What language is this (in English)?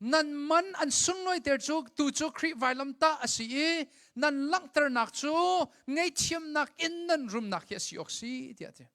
Hakha Chin